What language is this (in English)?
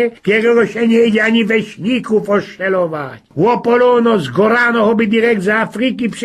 Silesian